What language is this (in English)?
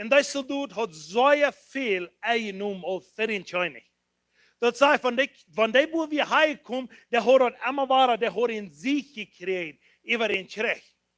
Plautdietsch